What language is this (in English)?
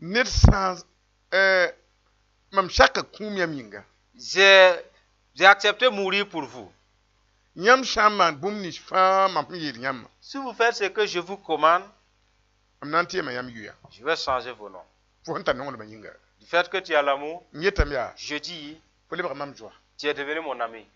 Mossi